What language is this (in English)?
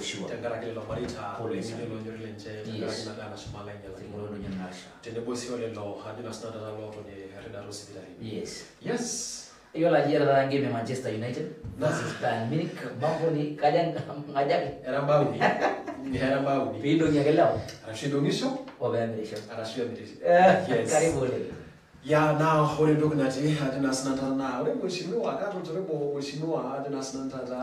Masai